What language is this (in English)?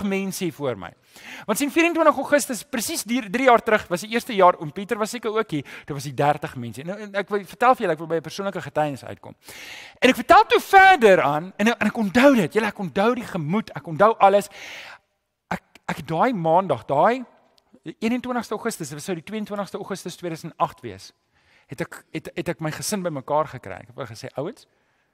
Afrikaans